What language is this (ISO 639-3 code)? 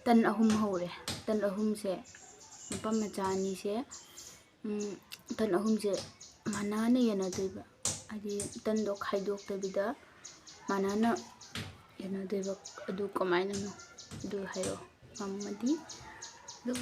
mni